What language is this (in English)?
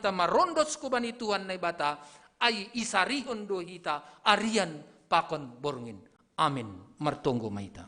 Batak Simalungun